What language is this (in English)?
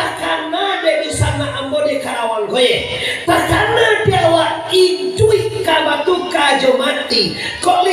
Minangkabau